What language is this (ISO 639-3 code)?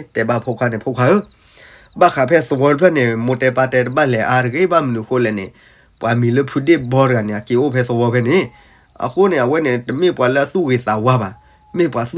ksw